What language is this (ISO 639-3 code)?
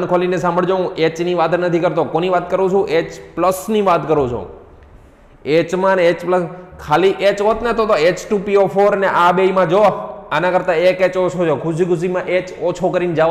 guj